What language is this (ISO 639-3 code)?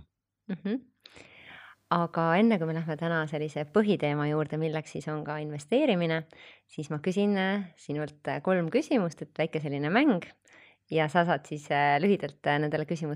est